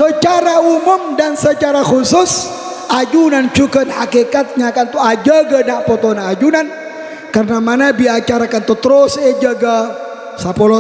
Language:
Madurese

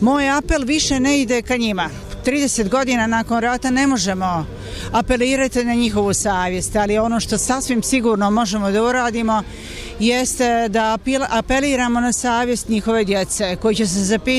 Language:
Bosnian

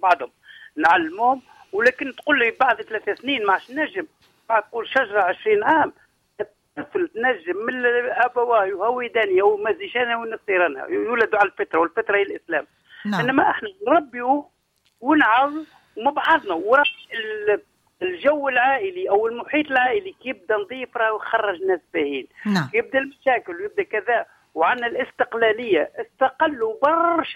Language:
Tunisian Arabic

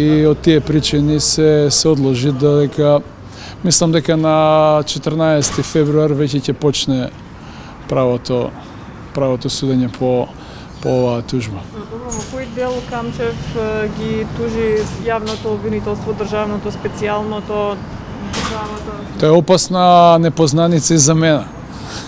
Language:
Macedonian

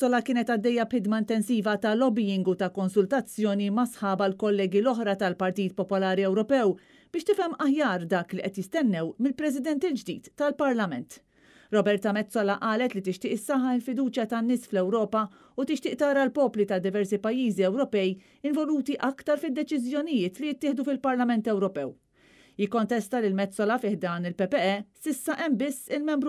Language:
Maltese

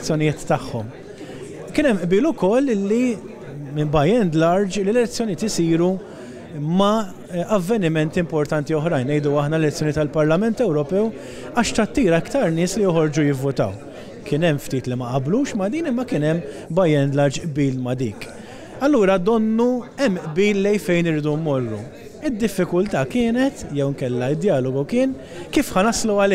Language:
Maltese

